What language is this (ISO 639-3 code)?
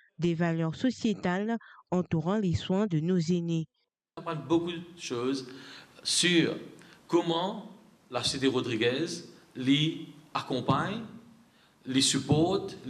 mfe